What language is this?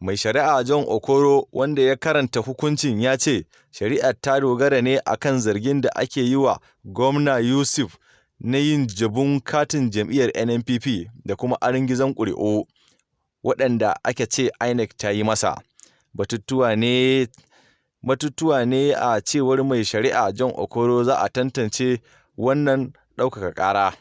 Hausa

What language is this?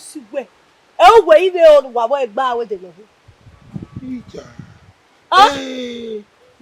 Bini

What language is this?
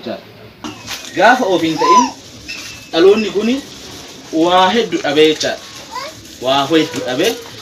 Oromo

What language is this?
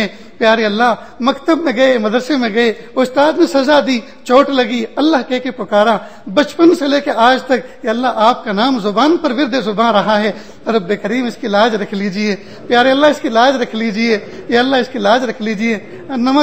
Urdu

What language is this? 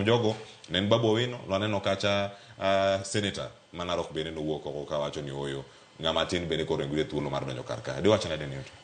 Luo (Kenya and Tanzania)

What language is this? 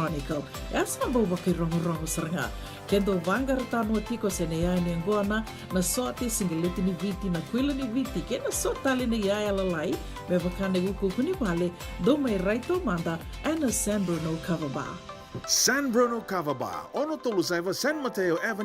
Fijian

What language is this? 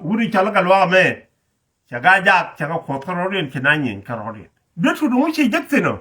Nuer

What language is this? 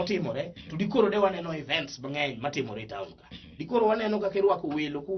Luo (Kenya and Tanzania)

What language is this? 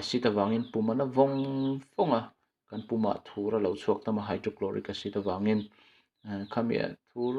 Mizo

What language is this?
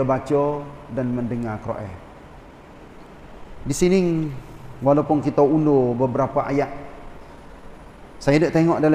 Malay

